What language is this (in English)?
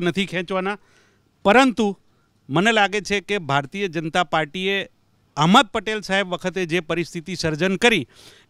Gujarati